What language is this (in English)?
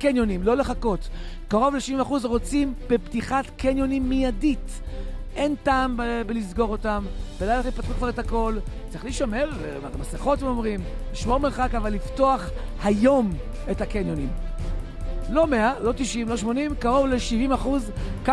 Hebrew